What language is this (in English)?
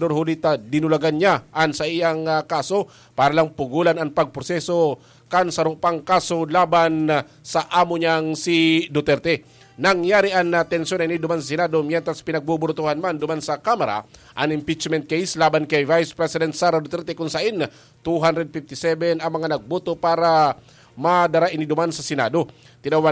Bikol